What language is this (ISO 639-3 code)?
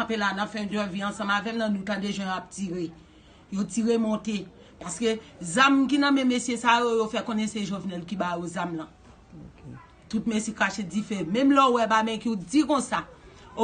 hat